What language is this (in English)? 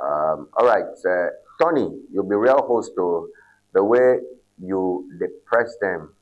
Ewe